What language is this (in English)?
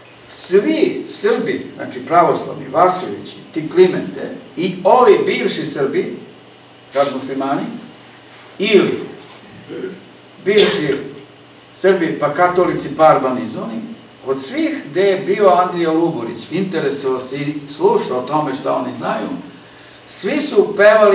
Serbian